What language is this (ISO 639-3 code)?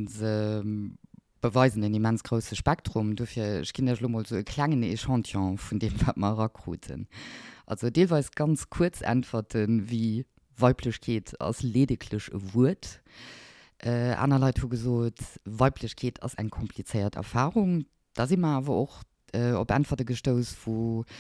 ltz